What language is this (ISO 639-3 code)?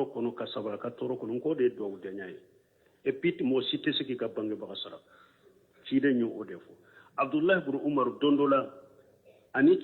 bam